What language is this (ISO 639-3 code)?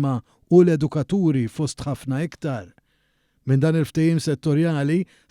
mlt